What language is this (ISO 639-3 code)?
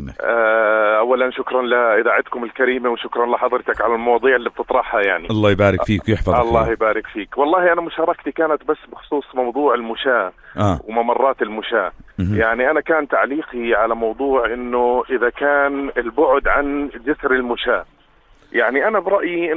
apc